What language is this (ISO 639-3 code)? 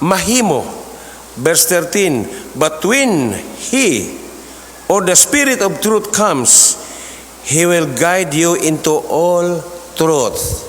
ceb